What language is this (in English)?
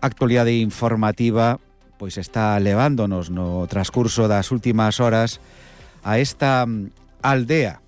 Galician